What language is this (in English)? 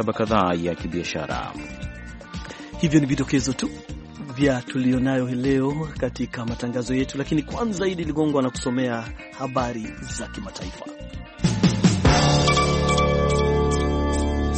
Swahili